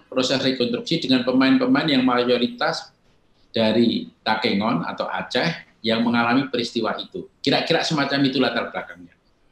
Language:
Indonesian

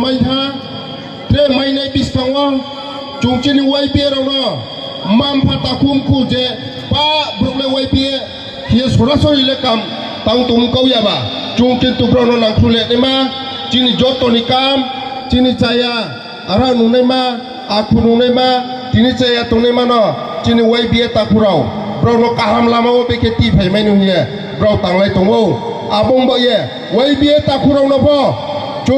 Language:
Riang (India)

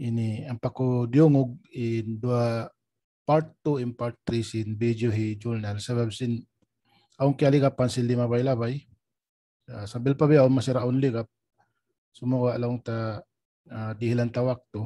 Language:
Tausug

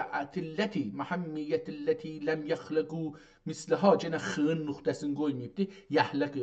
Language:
South Azerbaijani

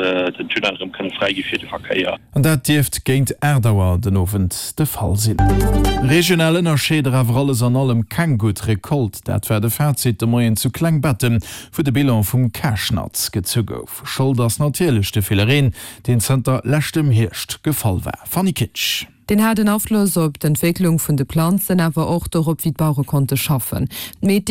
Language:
Luxembourgish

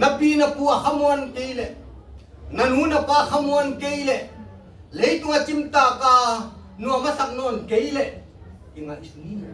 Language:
Tedim Chin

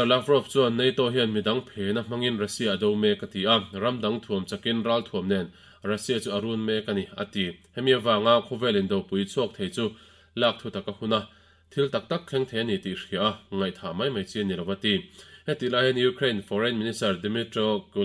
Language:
Mizo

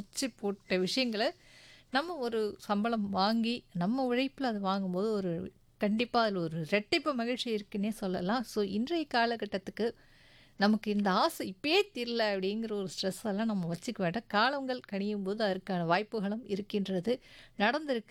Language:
Tamil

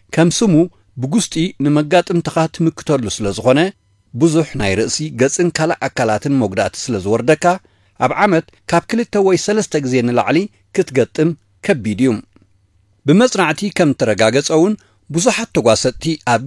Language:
Tigrinya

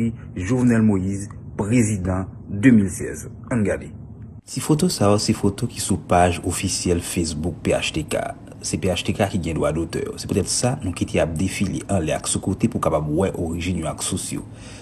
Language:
Haitian Creole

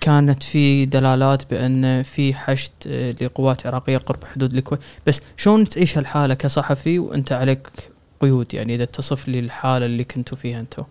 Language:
Gulf Arabic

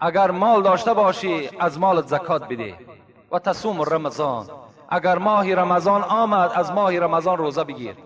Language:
Tajik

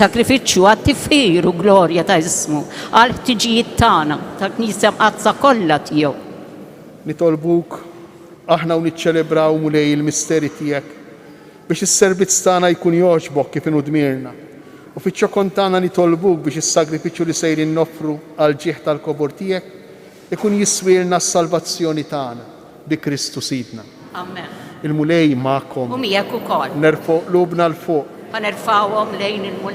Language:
Maltese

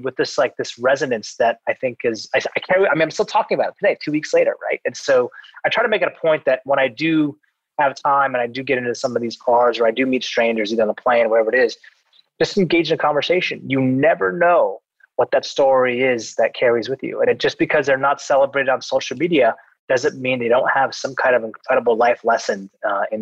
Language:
English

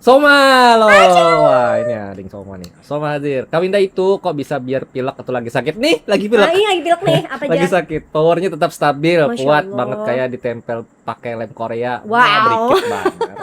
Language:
Banjar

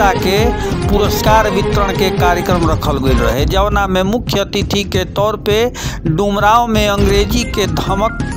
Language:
Bhojpuri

